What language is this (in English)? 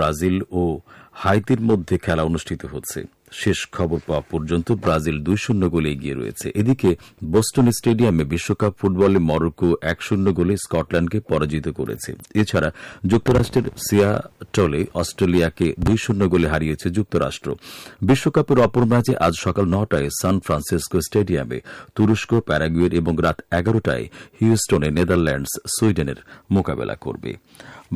Bangla